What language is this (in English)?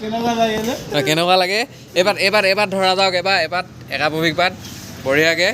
Assamese